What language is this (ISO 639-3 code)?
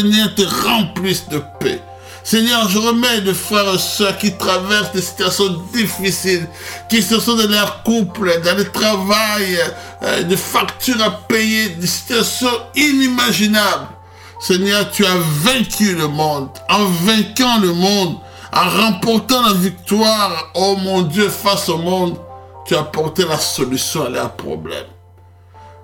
fra